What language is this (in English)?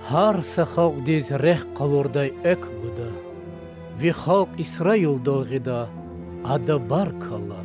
Lezghian